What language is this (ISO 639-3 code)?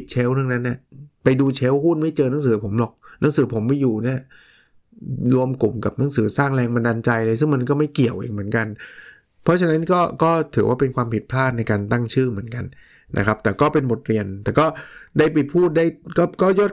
tha